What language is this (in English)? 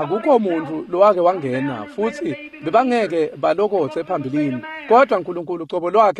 Swati